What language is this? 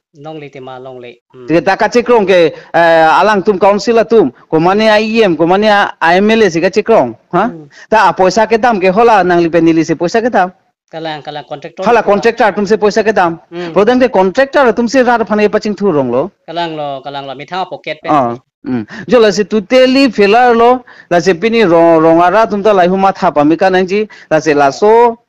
Karbi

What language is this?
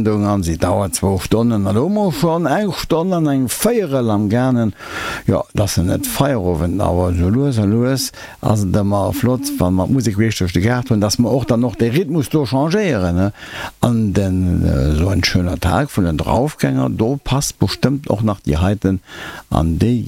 Luxembourgish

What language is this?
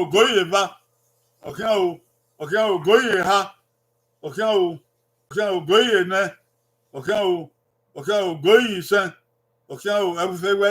Bini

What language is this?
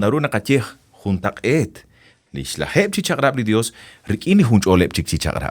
Kekchí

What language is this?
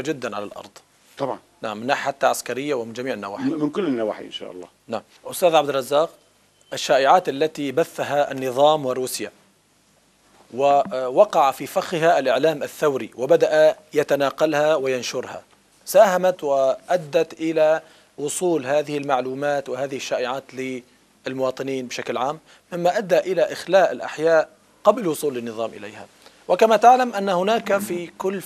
Arabic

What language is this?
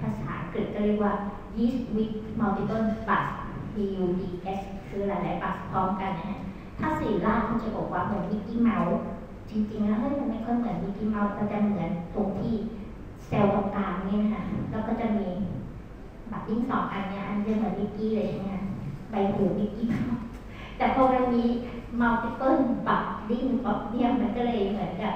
Thai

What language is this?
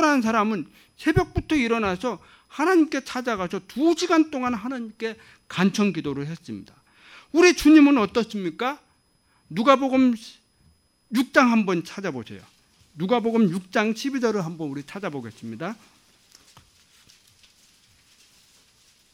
Korean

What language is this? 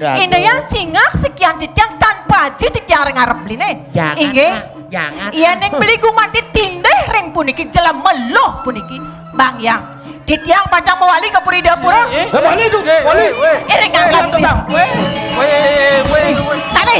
Balinese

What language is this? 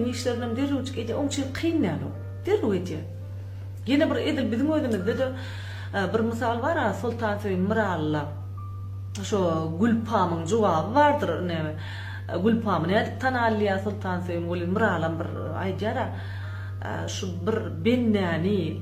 Turkmen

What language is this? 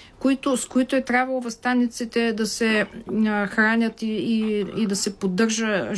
Bulgarian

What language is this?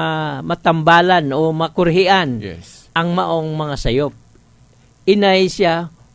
Cebuano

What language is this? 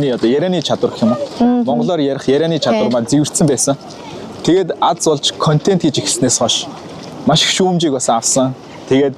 Mongolian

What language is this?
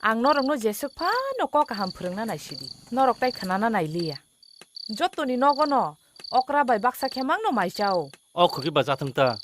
Kok Borok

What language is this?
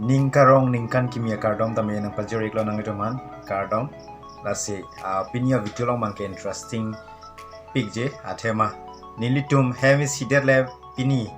Karbi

